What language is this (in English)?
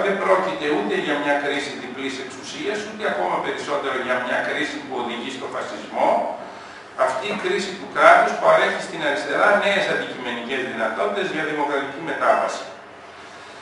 Greek